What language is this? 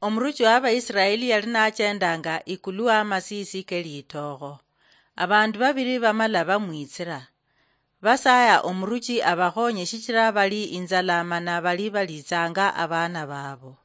Luyia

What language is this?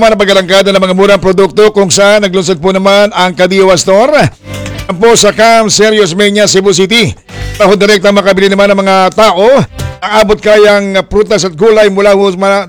Filipino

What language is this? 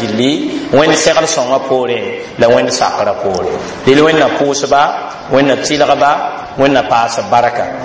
Mossi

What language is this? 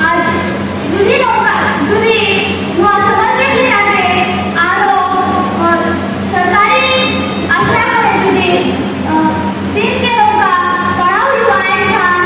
Santali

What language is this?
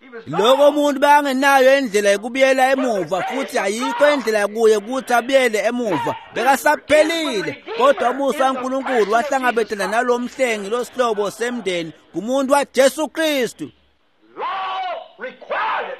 Swati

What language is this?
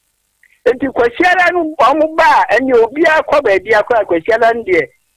Akan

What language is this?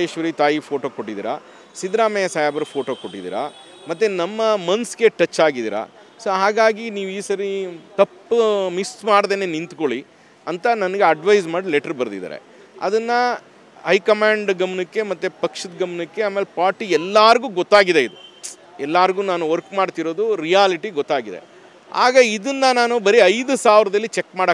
Kannada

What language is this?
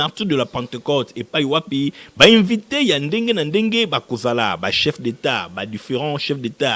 Lingala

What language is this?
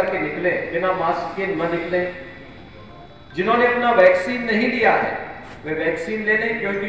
Hindi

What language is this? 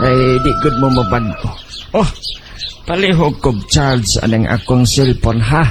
Cebuano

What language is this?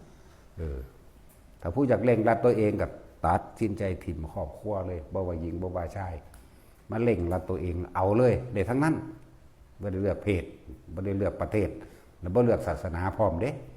Lao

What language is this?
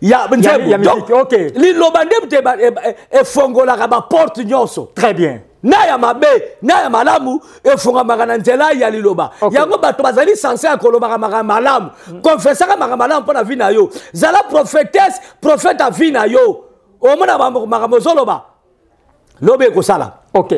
Lingala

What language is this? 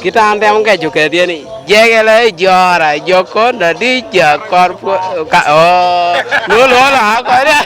Lango (Uganda)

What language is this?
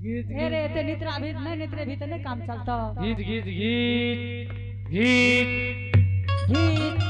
Angika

